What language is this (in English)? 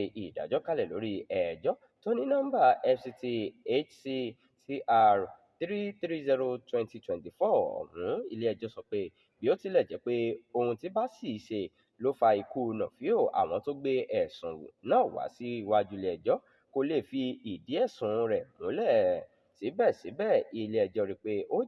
Yoruba